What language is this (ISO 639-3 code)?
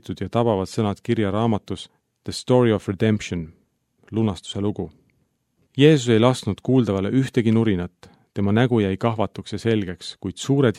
est